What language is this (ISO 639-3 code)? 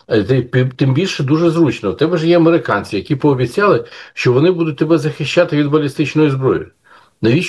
ukr